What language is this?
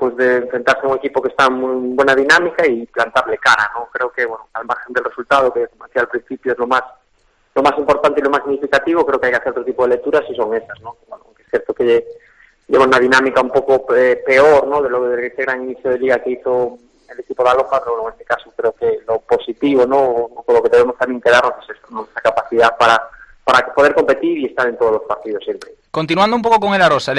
Spanish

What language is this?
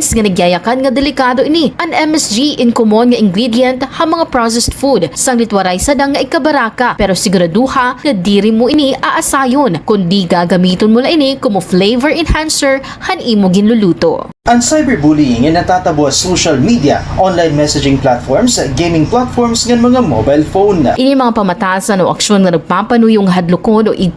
Waray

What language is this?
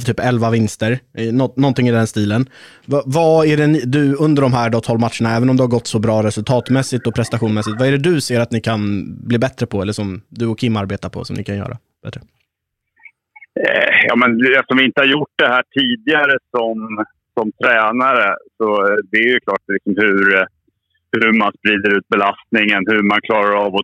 Swedish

